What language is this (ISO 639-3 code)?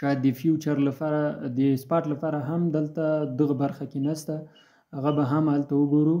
pus